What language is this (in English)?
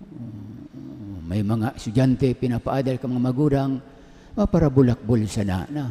Bikol